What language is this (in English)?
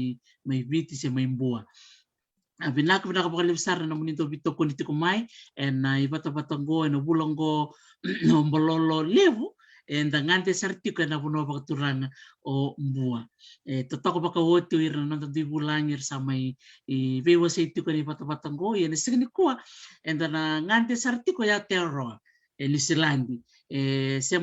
Fijian